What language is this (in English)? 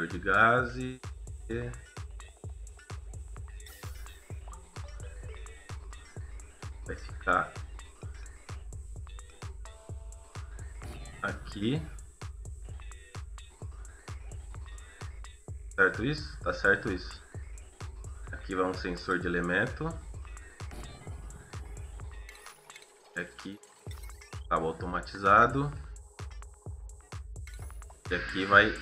Portuguese